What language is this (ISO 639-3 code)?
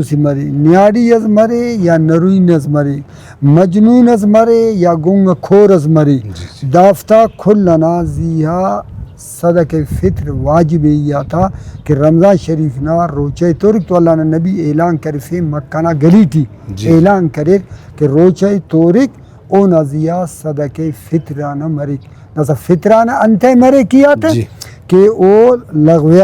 brh